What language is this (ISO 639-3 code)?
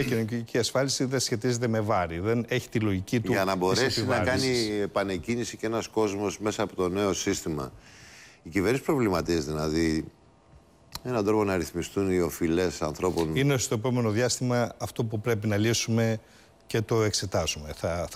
ell